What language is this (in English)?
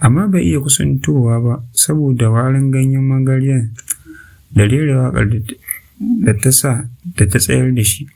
Hausa